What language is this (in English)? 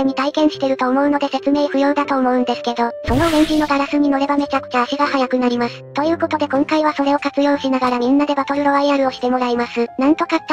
Japanese